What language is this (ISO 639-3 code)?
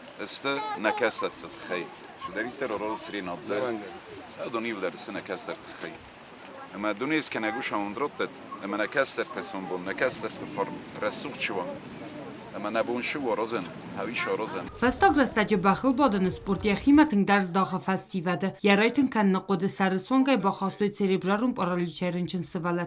oss